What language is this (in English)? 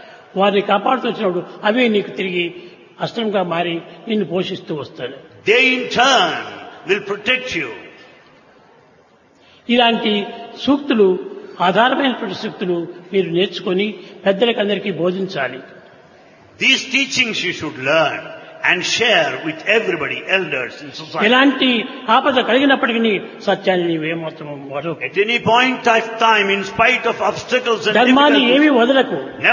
Telugu